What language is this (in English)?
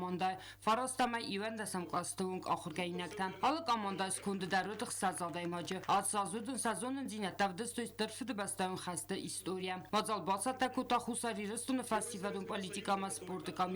Ossetic